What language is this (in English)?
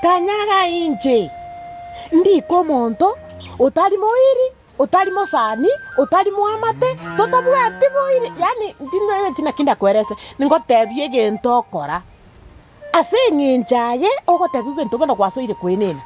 Gusii